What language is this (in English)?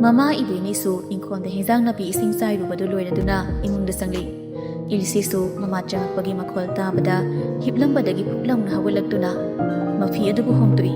Manipuri